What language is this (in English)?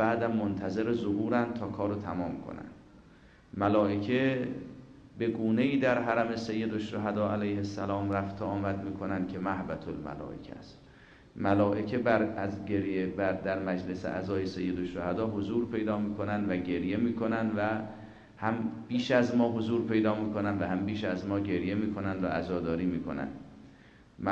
Persian